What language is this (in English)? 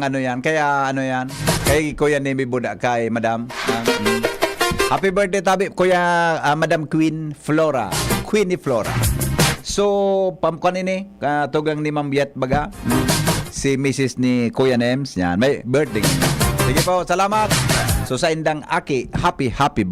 Bikol